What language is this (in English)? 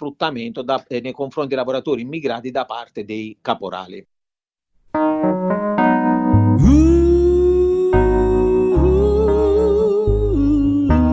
Italian